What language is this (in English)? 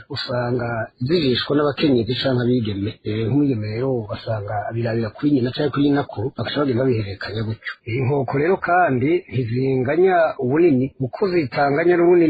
Rundi